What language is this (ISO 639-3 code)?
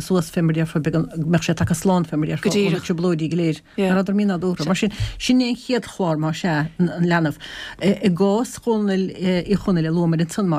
gle